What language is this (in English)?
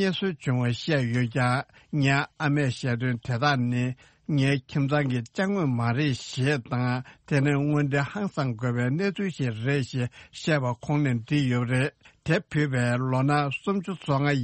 Tibetan